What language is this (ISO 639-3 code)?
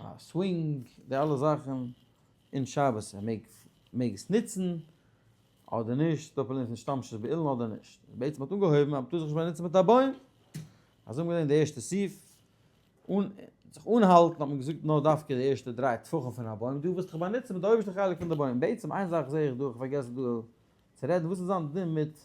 yid